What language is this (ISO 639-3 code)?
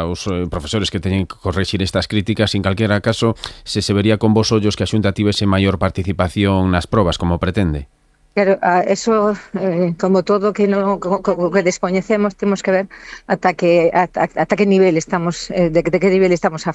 glg